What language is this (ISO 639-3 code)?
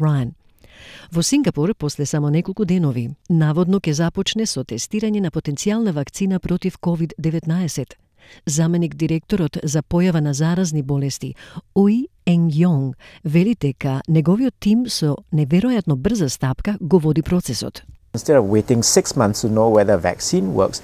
mkd